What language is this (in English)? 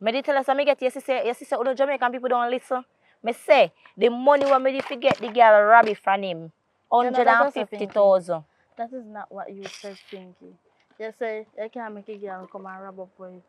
Jamaican Creole English